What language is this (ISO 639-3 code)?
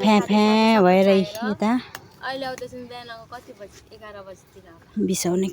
nep